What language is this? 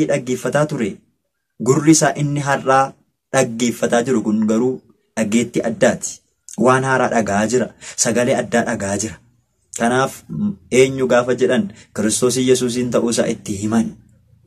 Oromo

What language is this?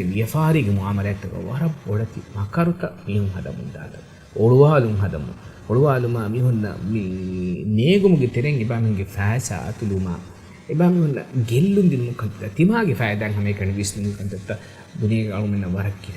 Divehi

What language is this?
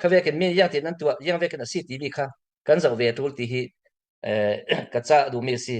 Falam Chin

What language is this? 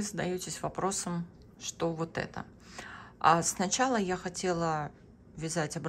Russian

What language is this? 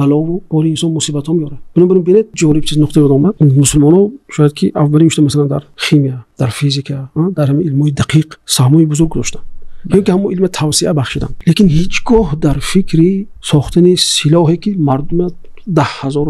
Tajik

